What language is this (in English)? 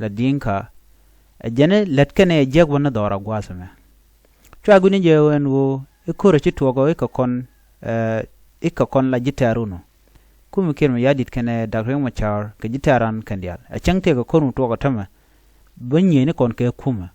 Nuer